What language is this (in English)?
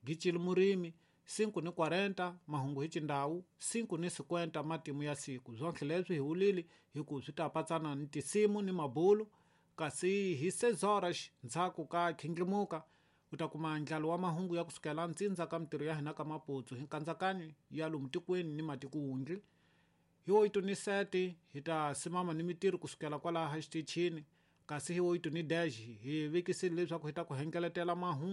Tsonga